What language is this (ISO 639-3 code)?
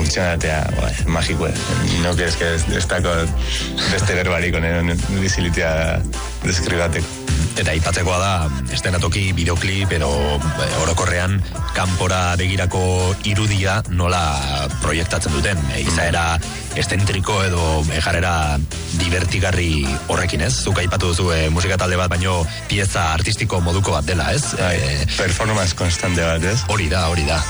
eus